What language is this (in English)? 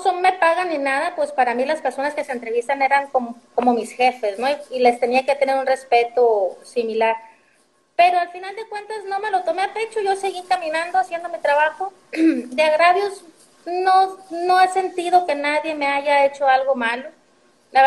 Spanish